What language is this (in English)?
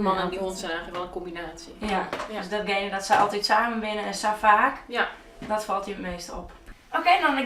Western Frisian